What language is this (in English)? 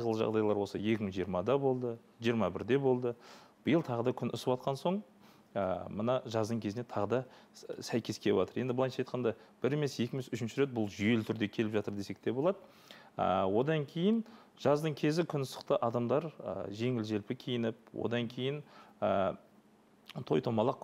Kazakh